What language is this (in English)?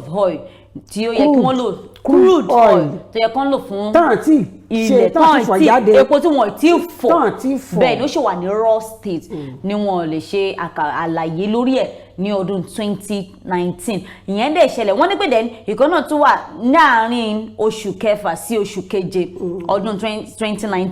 Yoruba